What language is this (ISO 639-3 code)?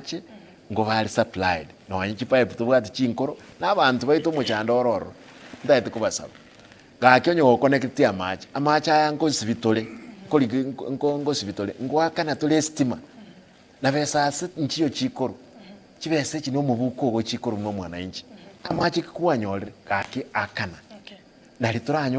guz